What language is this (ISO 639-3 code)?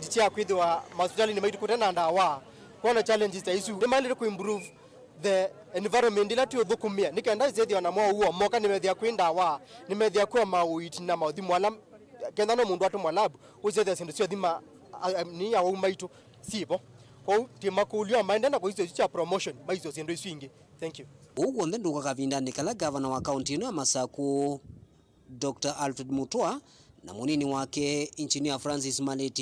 kam